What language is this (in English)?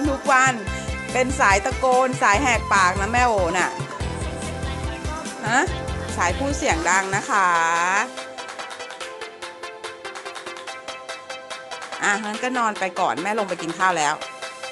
Thai